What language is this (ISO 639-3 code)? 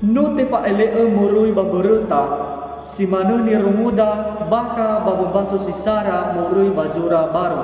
nia